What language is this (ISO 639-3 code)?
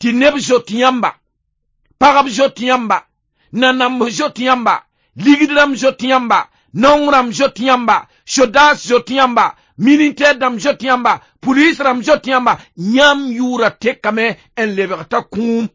mos